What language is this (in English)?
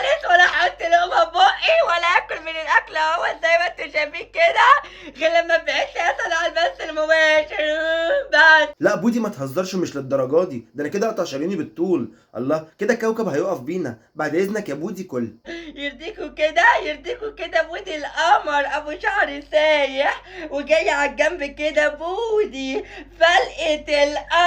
Egyptian Arabic